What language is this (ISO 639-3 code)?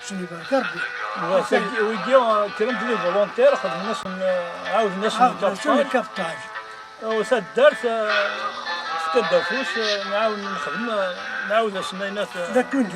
kab